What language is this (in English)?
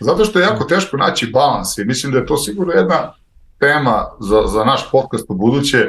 Serbian